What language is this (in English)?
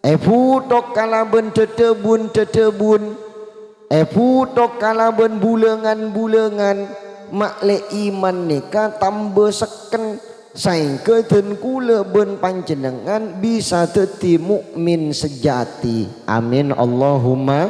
Madurese